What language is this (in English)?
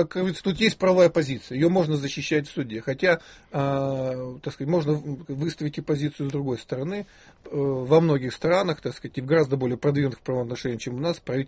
Russian